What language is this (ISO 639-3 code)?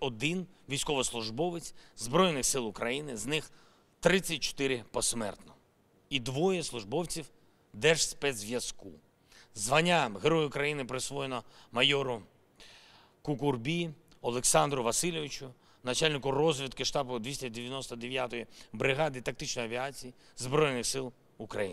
ukr